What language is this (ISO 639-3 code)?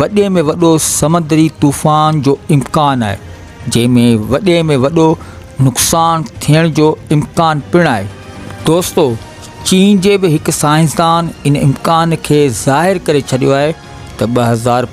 snd